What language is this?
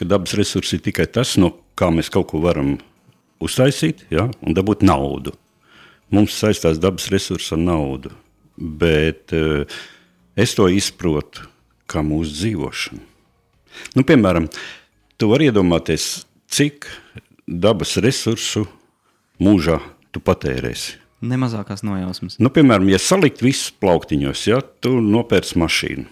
Latvian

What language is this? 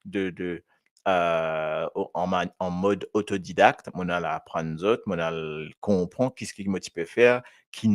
Morisyen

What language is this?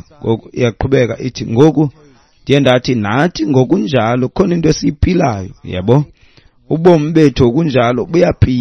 Xhosa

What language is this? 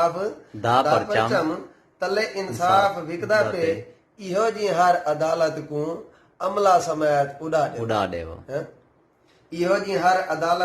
Saraiki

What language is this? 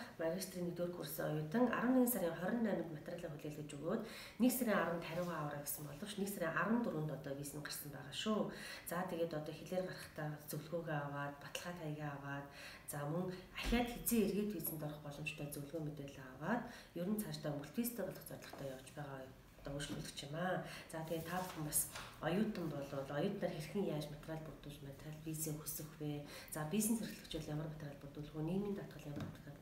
Mongolian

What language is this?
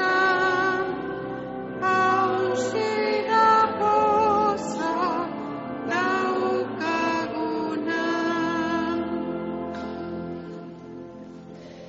Basque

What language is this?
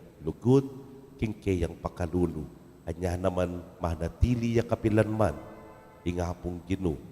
Pampanga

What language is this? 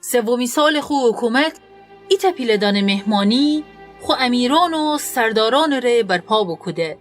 Gilaki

